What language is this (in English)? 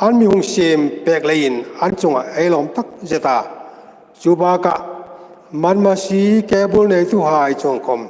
Hmar